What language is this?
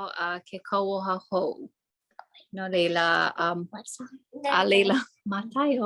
Hawaiian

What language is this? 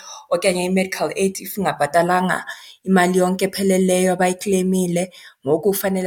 Xhosa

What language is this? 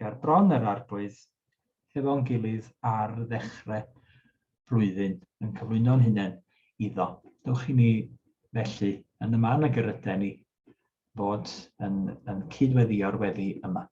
Welsh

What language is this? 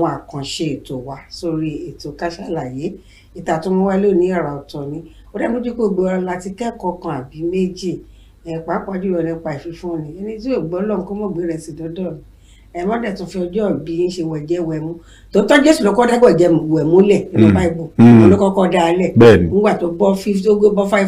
Yoruba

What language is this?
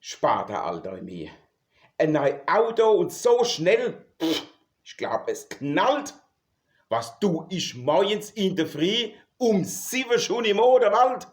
Palatine German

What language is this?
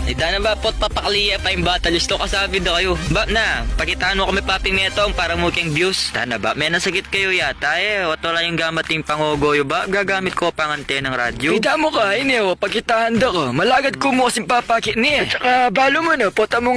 Pampanga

